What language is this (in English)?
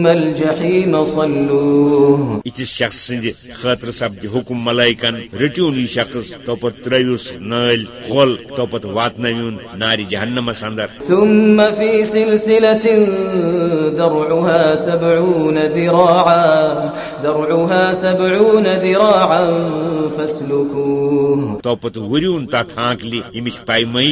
Kashmiri